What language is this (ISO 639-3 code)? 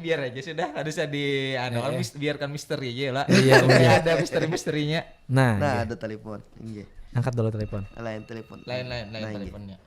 bjn